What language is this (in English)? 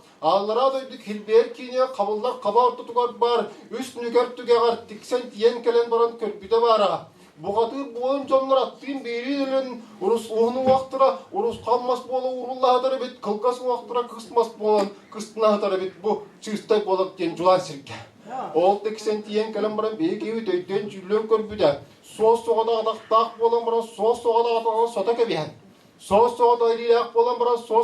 Tuvinian